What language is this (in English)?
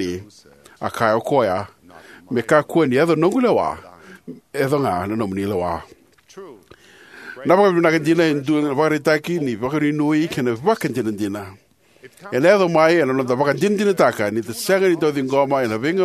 Fijian